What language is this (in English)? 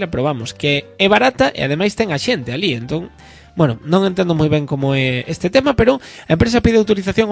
Galician